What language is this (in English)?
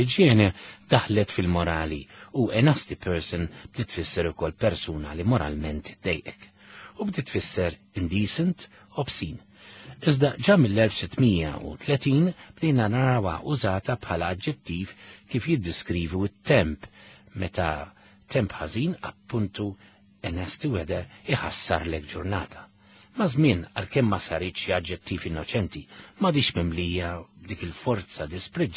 Maltese